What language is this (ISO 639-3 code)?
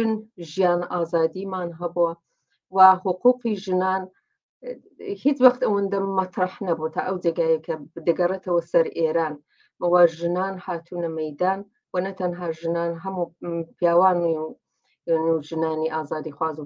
ckb